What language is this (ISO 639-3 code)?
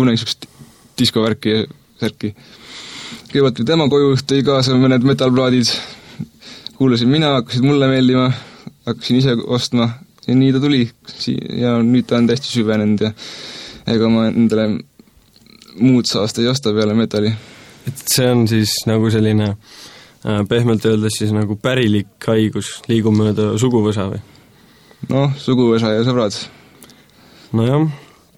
est